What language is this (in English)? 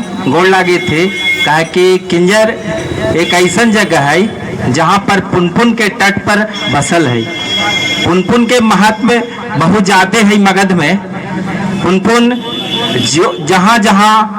Magahi